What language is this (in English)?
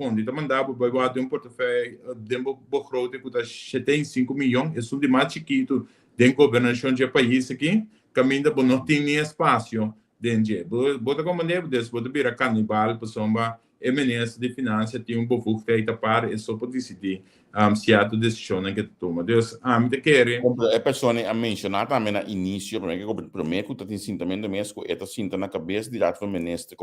Papiamento